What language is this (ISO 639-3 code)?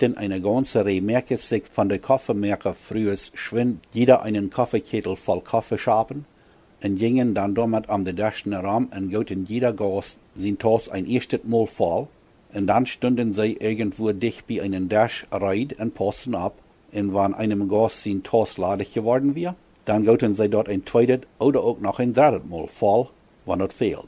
pdt